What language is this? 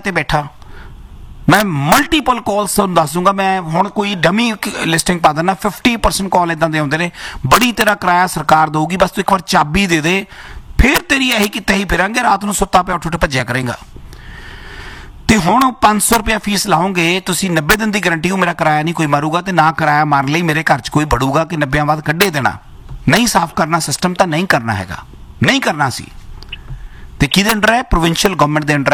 Punjabi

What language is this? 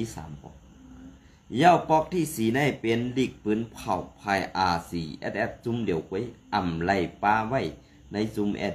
Shan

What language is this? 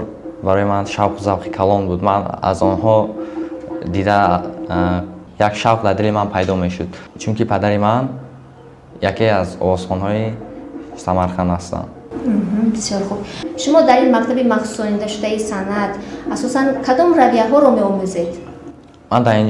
Tajik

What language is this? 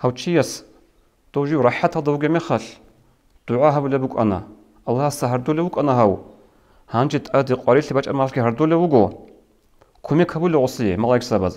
Avaric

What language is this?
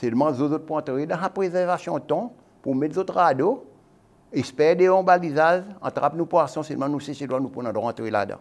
Seselwa Creole French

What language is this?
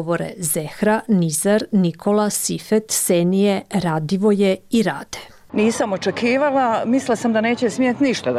Bosnian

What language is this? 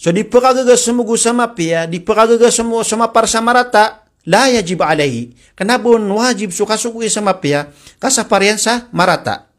Maranao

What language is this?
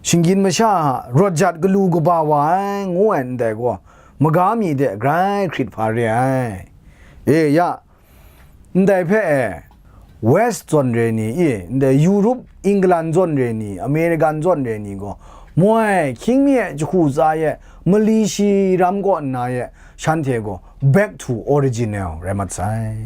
Kachin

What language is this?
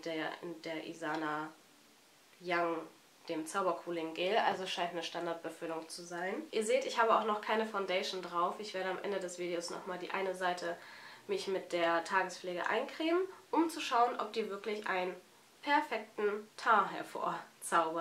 German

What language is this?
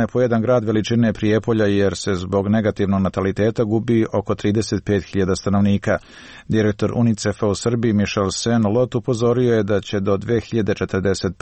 Serbian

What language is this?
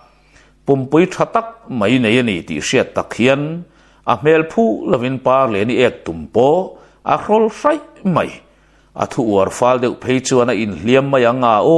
Mizo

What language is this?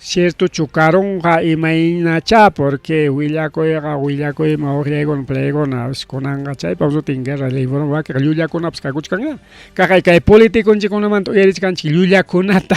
Ayacucho Quechua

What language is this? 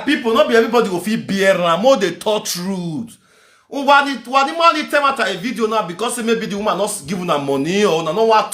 Nigerian Pidgin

